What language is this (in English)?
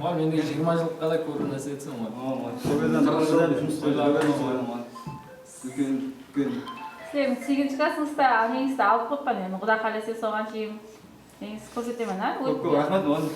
Kara-Kalpak